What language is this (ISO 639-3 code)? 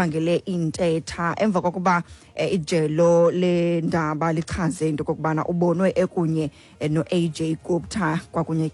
xho